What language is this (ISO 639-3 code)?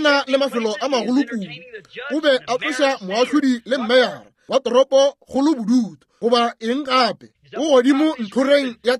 nso